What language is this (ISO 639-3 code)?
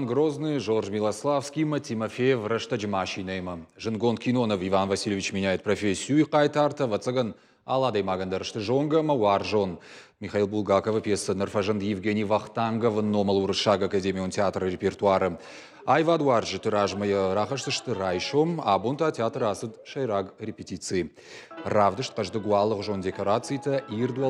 oss